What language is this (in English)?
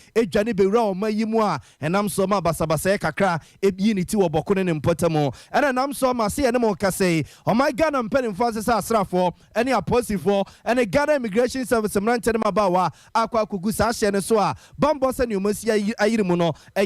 Akan